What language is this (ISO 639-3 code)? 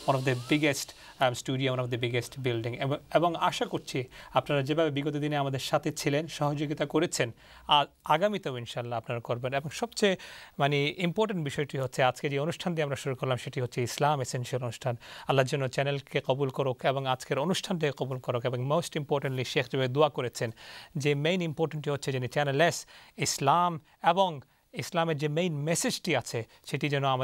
ben